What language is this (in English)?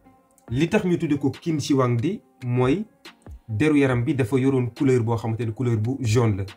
Wolof